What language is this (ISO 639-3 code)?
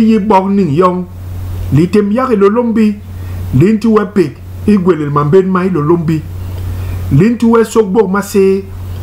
bas